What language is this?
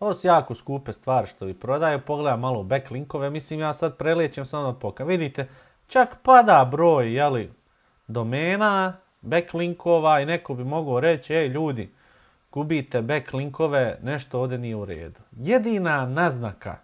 Bosnian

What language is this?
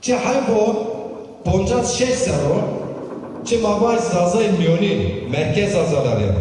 Zaza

